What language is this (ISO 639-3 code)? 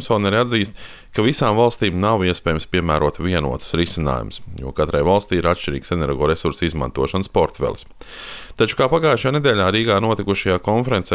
lav